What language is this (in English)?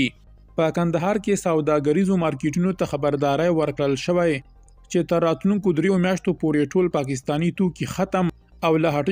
Pashto